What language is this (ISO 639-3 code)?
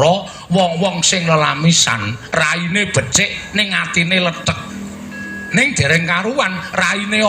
jav